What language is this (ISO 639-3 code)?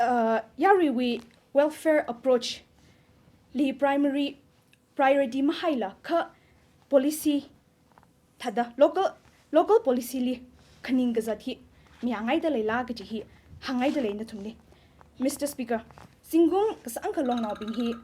nmf